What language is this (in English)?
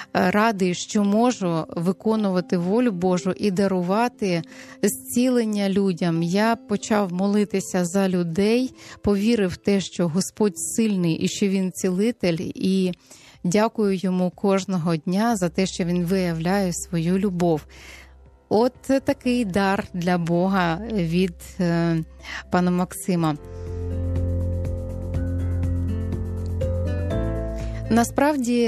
Ukrainian